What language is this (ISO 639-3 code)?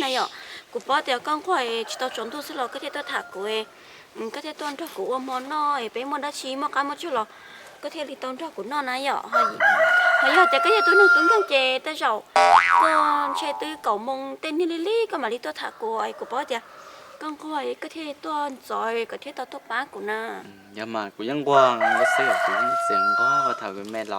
hmn